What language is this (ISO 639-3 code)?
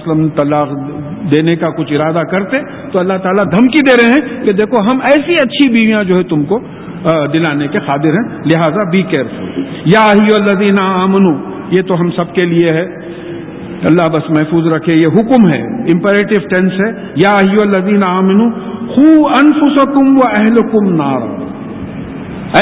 urd